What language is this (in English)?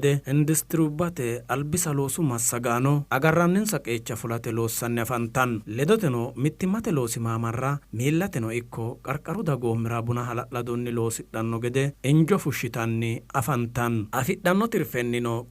Sidamo